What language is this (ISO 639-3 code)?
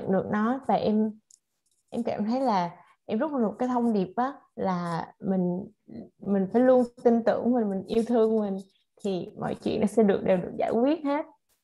vie